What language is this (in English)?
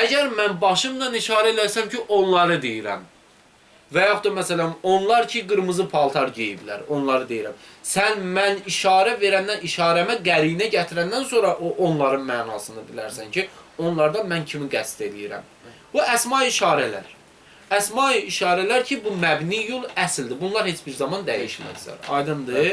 Azerbaijani